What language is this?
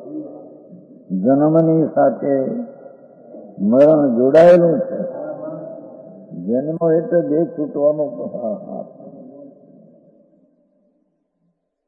Gujarati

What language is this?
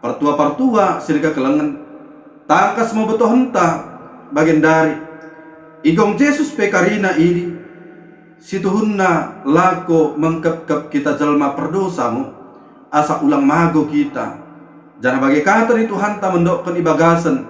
Batak Dairi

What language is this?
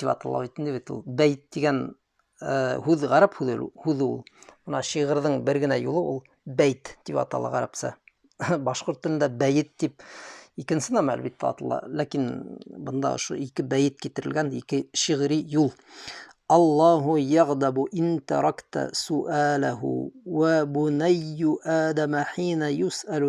Bashkir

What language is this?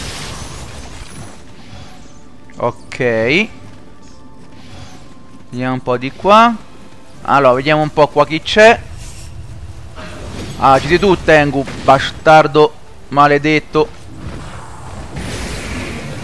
Italian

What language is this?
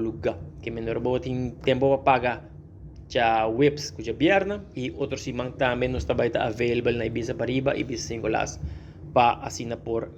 Papiamento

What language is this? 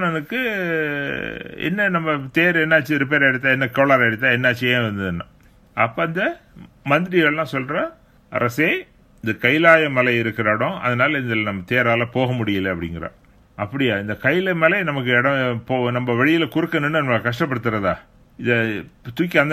Tamil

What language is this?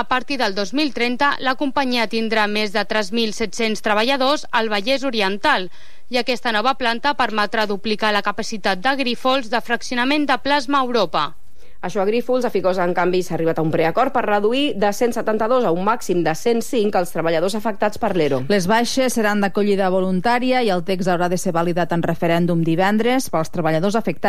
Catalan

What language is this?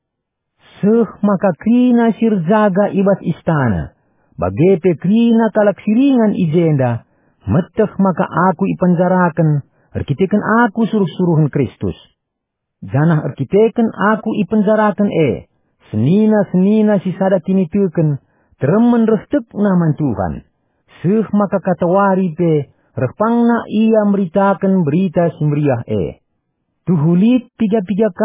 Batak Karo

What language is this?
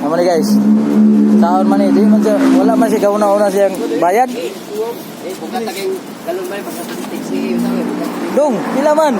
Cebuano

